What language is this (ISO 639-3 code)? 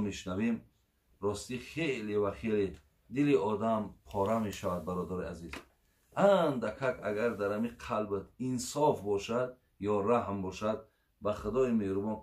tgk